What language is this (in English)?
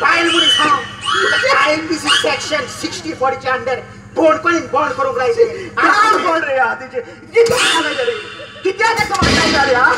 Konkani